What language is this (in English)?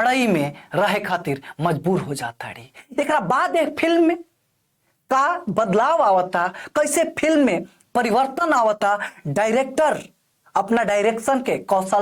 Bhojpuri